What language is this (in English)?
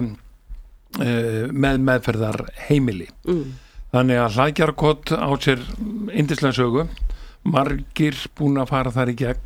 Icelandic